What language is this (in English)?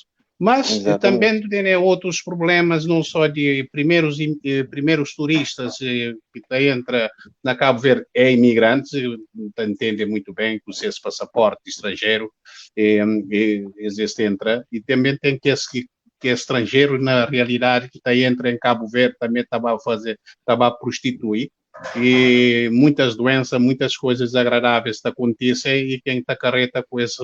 Kabuverdianu